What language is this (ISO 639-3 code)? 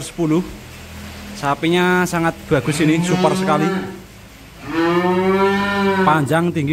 ind